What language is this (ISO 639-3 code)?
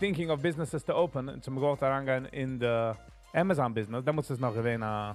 yid